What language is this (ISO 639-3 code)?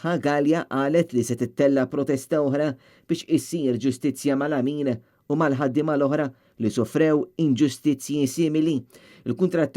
mlt